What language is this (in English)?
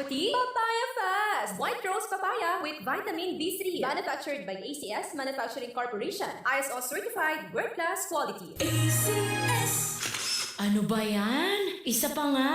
Bikol